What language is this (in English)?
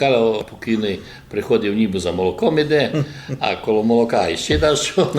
Rusyn